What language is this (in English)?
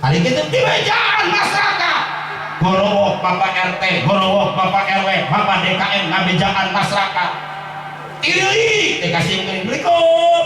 Sundanese